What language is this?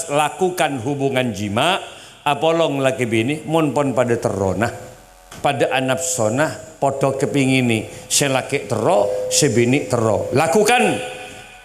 Madurese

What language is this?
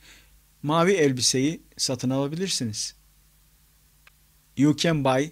Turkish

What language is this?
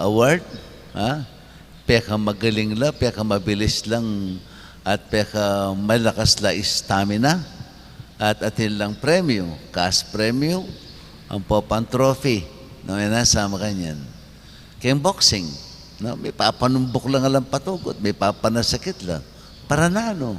Pampanga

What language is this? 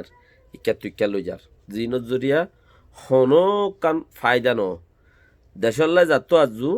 Rohingya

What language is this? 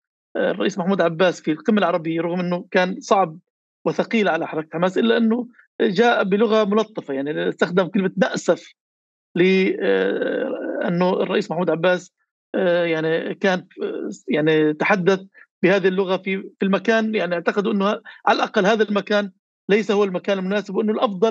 North Levantine Arabic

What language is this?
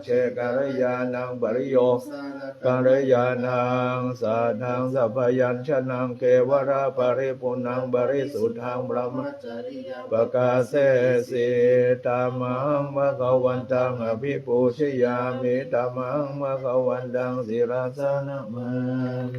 Pali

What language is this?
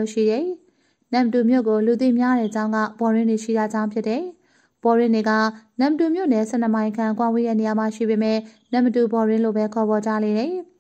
Burmese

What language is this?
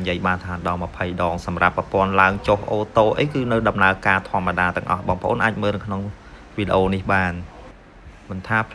Khmer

